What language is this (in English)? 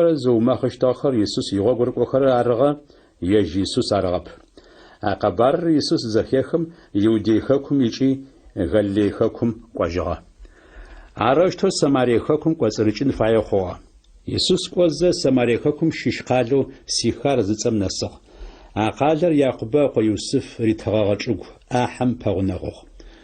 Adyghe